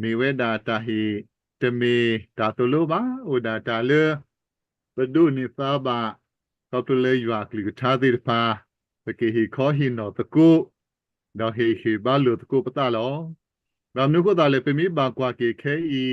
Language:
S'gaw Karen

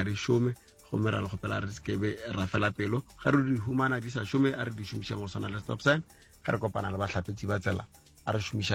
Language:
Northern Sotho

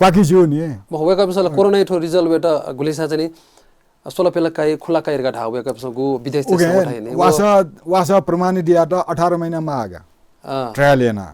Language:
Newari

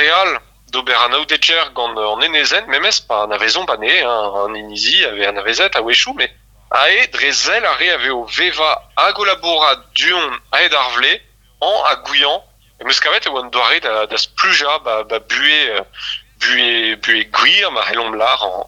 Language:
Breton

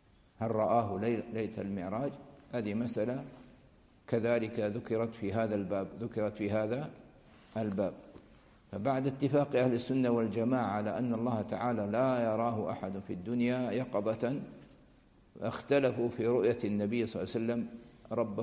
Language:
Arabic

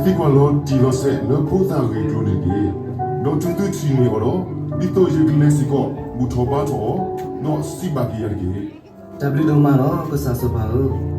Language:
S'gaw Karen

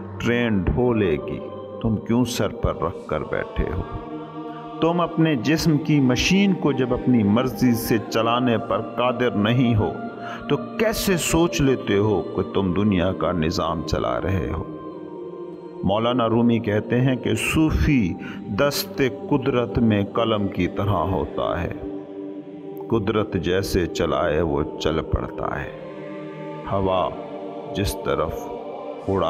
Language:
Urdu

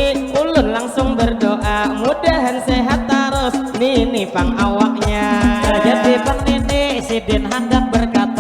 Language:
Banjar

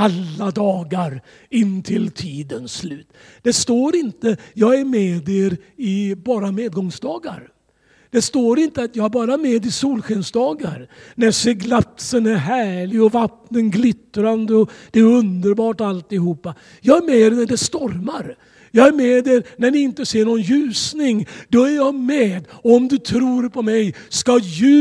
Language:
Swedish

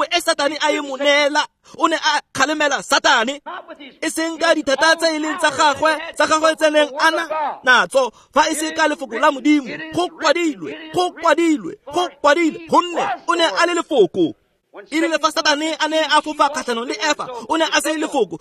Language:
Tswana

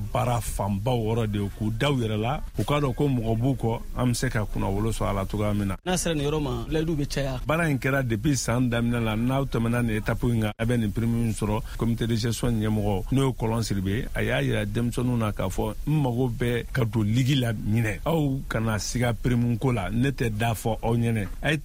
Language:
Bambara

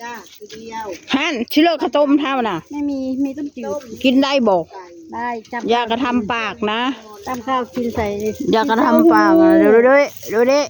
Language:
Northeastern Thai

